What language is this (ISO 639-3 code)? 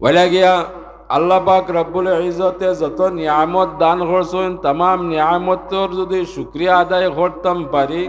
syl